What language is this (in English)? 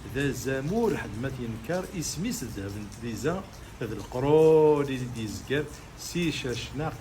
Kabyle